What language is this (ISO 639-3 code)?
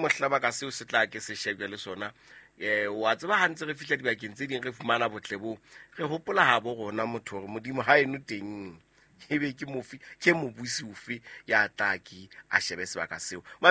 sot